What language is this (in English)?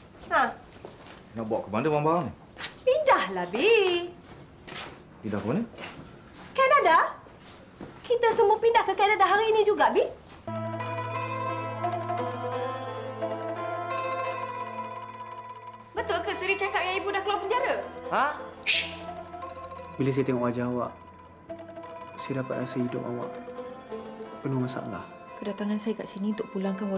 Malay